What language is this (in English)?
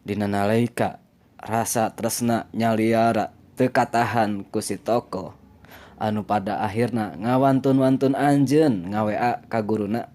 Sundanese